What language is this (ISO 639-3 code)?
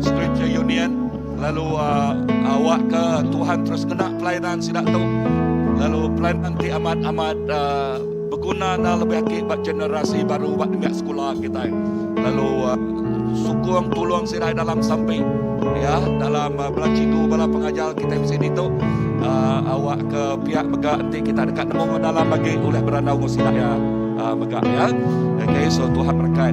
iba